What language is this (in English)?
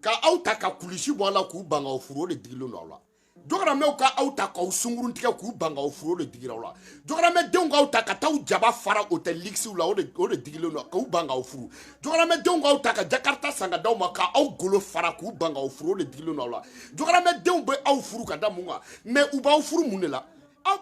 Bambara